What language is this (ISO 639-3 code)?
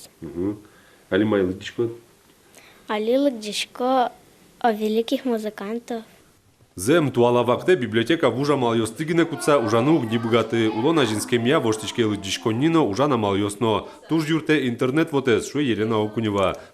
udm